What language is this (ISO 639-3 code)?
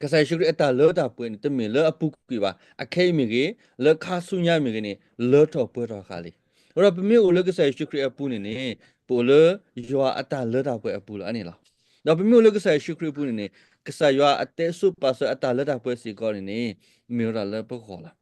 ksw